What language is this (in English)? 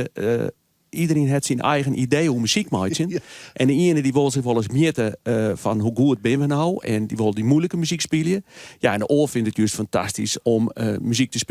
Western Frisian